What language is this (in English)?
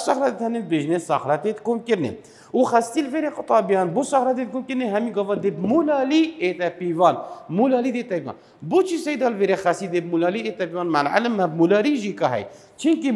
Kurdish